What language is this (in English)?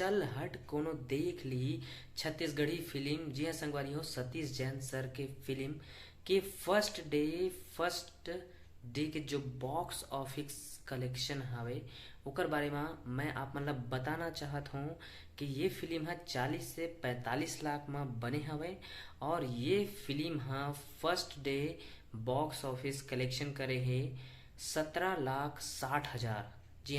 Chhattisgarhi